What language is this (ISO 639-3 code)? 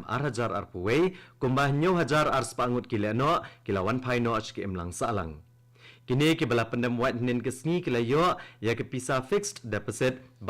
kha